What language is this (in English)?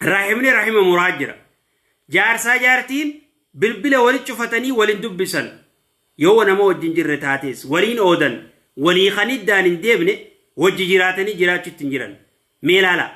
Oromo